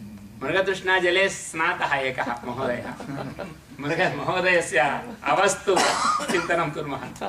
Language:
Sanskrit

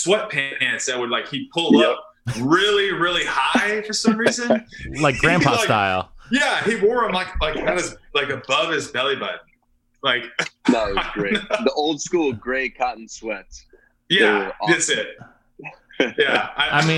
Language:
English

